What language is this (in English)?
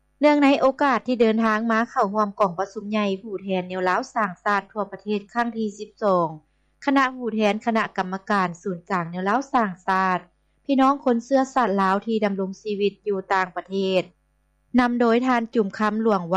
Lao